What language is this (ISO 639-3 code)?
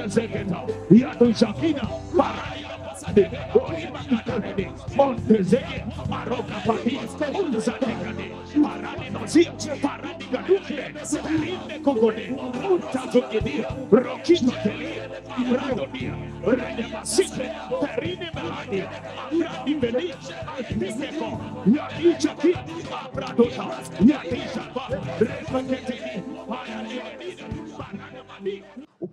swa